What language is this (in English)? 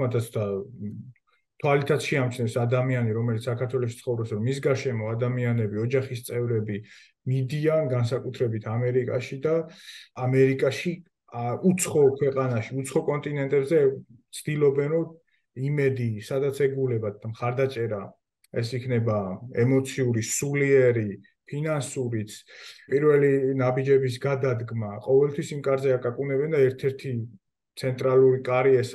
Georgian